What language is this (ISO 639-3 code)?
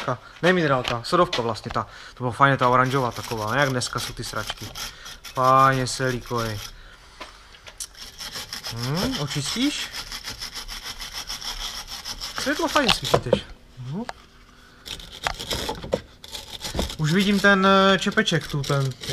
ces